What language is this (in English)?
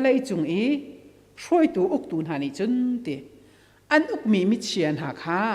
Hakha Chin